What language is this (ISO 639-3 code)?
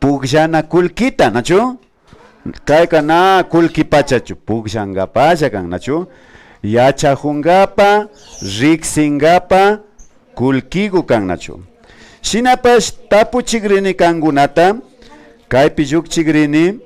qvi